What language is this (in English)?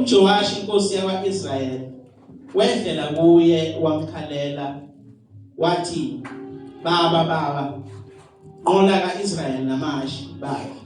Zulu